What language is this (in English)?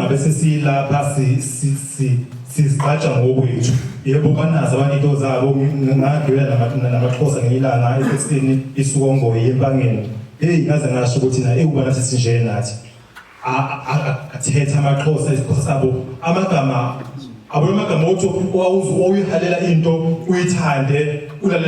Zulu